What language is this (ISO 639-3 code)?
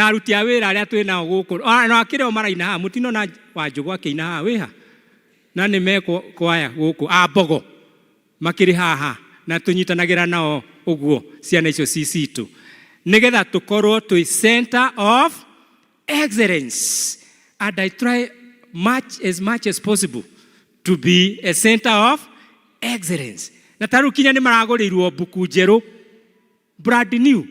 kik